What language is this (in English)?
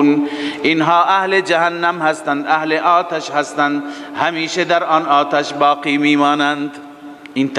Persian